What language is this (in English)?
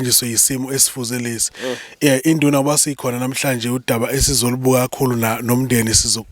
Zulu